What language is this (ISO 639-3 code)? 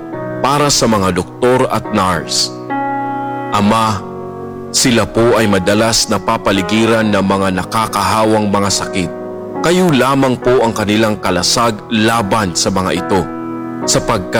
fil